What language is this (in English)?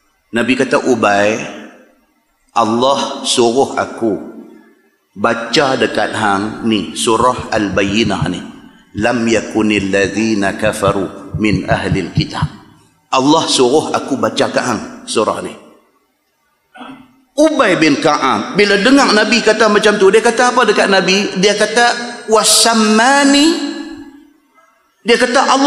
Malay